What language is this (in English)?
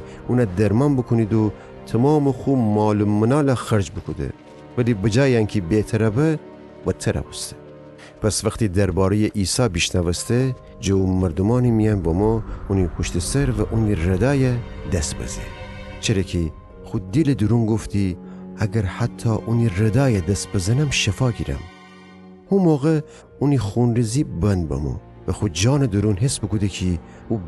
Gilaki